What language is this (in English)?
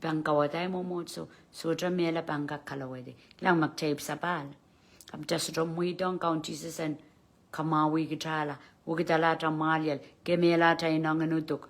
Pohnpeian